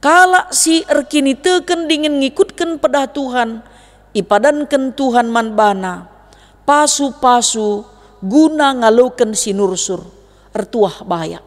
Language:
Batak Karo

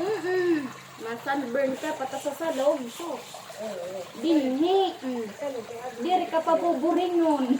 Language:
Waray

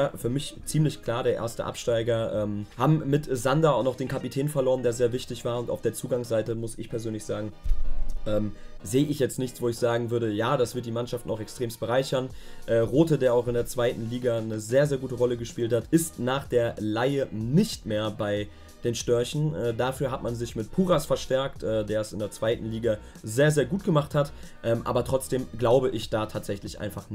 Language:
German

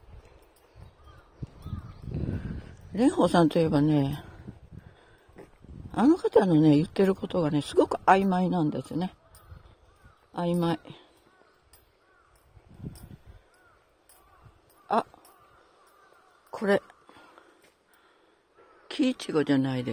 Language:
Japanese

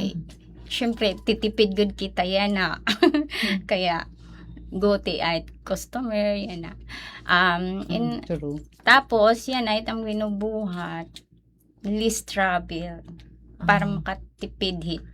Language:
Waray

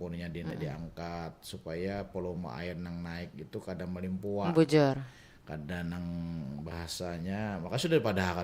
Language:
Banjar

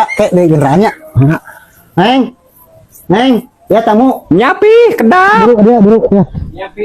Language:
Sundanese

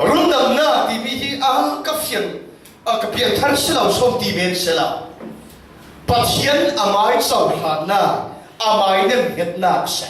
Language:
Falam Chin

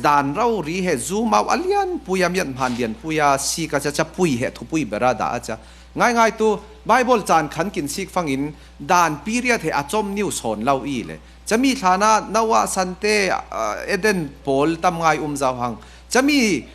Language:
Falam Chin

